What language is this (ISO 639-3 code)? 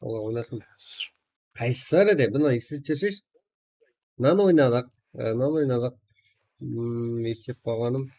kaa